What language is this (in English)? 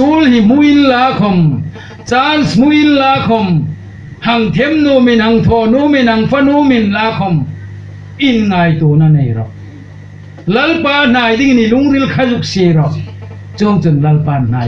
Hmar